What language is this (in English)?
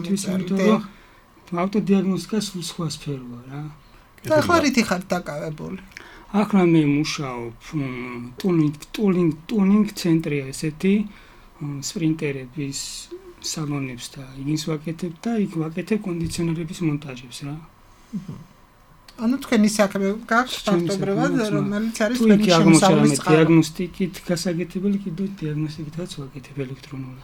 Georgian